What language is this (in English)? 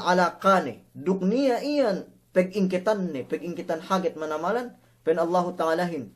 Yakan